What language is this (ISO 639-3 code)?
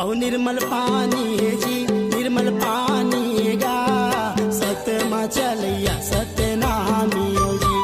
hne